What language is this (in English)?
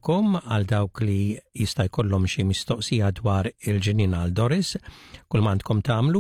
Maltese